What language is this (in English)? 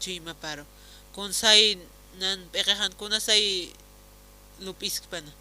Aymara